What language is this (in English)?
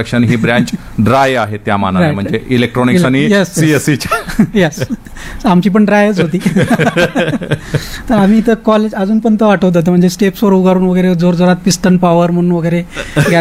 Marathi